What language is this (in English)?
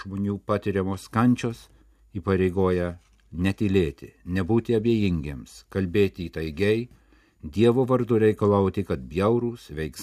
Lithuanian